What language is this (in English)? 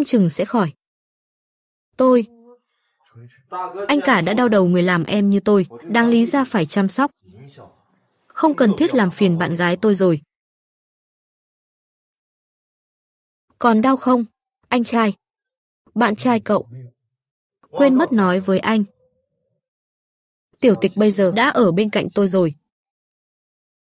Vietnamese